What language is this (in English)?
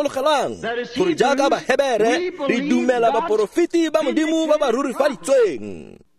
Tswana